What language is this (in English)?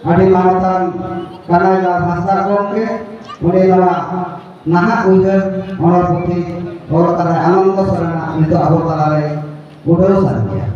Santali